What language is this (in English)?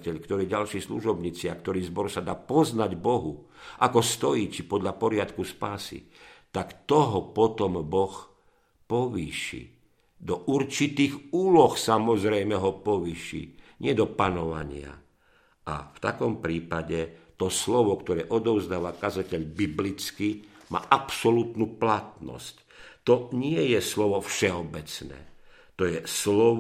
Slovak